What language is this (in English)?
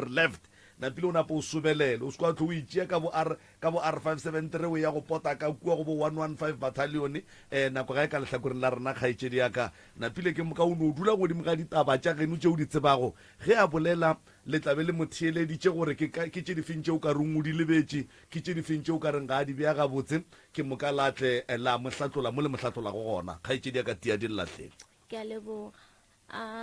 Northern Sotho